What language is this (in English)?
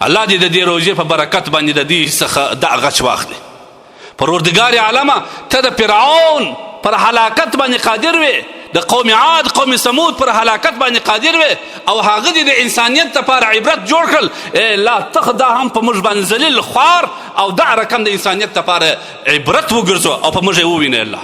Pashto